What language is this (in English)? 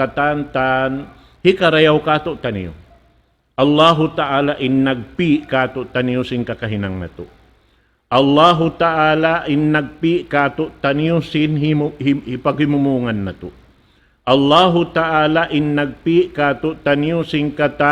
Tausug